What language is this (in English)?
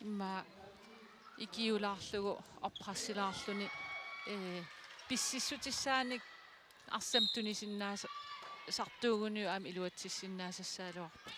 Kalaallisut